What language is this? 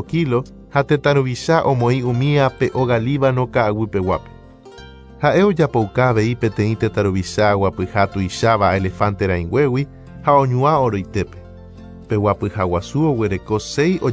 Guarani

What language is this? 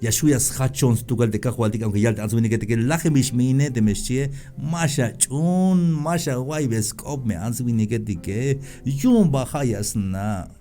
Tzeltal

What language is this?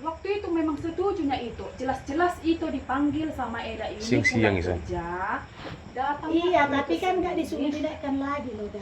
Batak Toba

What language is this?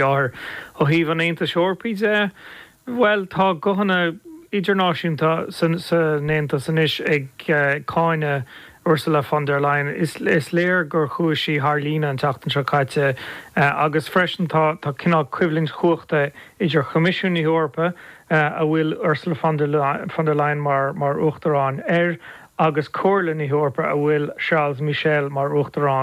Irish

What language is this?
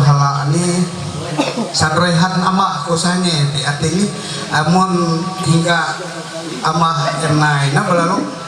Ma'anyan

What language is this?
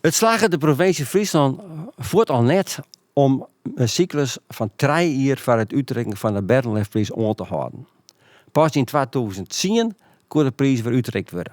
Western Frisian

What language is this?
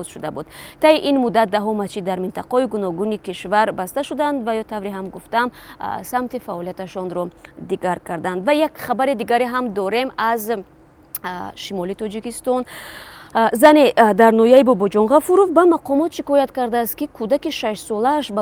Tajik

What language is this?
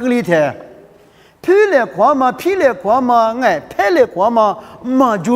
Lisu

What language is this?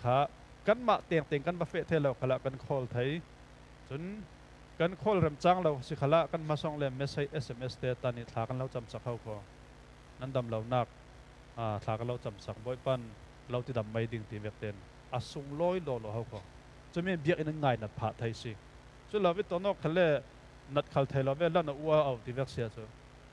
Falam Chin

